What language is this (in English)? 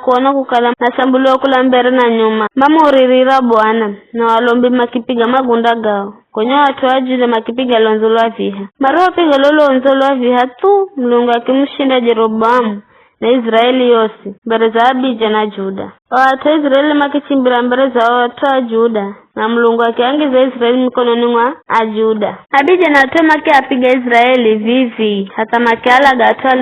Giryama